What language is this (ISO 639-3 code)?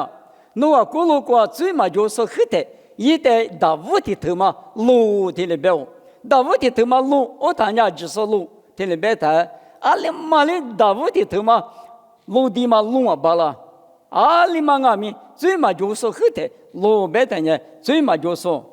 lis